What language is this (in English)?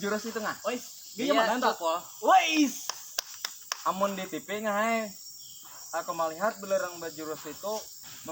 Banjar